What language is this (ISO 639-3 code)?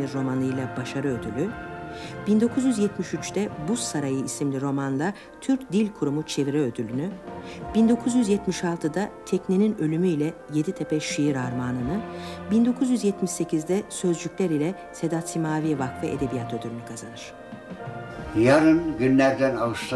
tur